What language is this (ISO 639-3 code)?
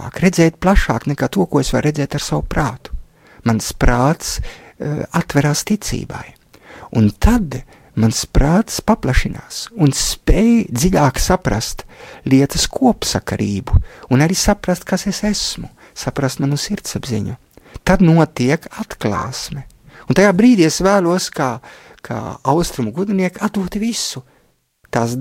lav